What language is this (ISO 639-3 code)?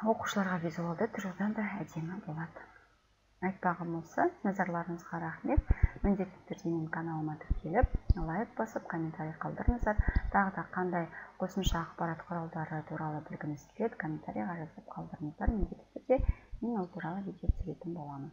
kaz